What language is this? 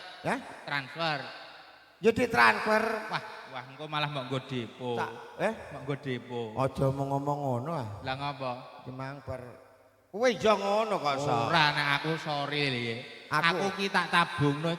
Javanese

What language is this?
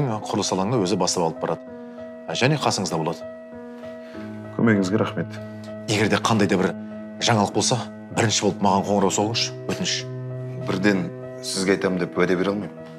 Kazakh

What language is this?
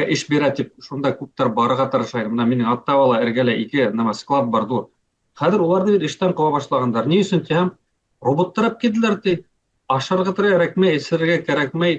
Bashkir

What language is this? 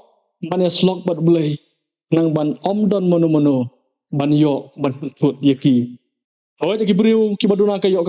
Khasi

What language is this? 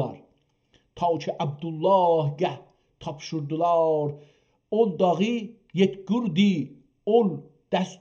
South Azerbaijani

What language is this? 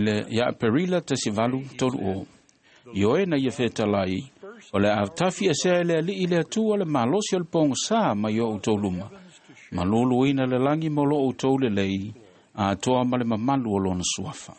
Samoan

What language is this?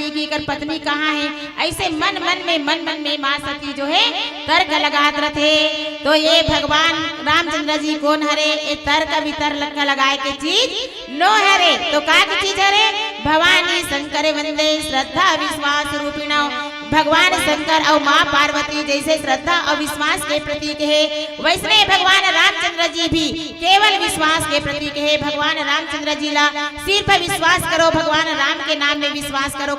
Chhattisgarhi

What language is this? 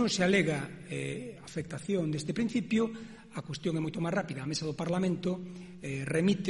Galician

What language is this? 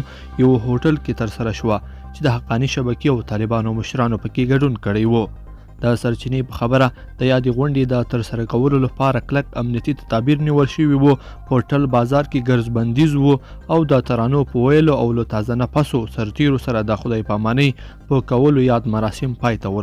Pashto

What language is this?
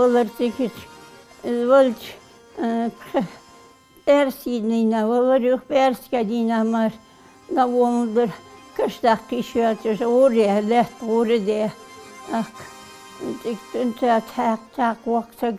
Ingush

